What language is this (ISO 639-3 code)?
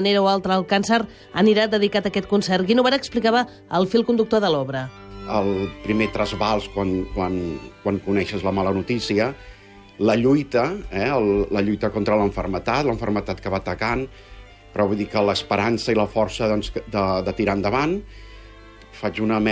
cat